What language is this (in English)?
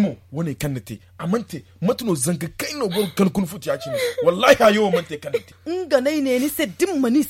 Zarma